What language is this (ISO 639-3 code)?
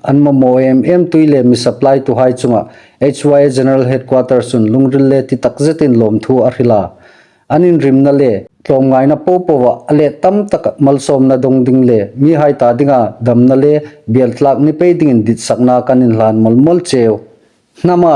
hmr